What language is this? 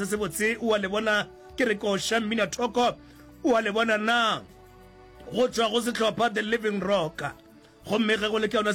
Northern Sotho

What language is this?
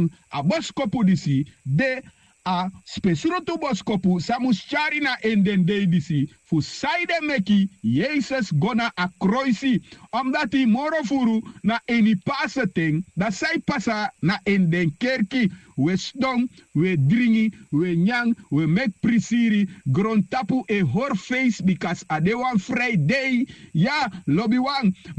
Sranan Tongo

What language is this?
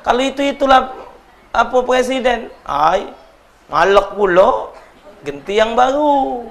Musi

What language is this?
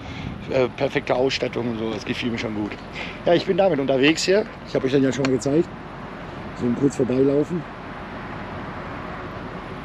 German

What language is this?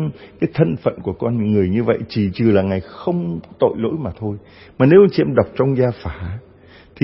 Vietnamese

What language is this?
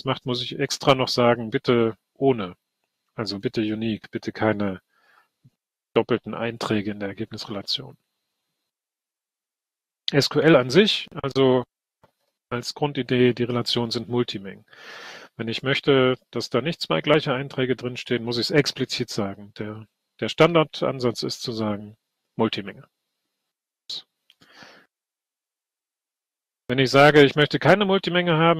German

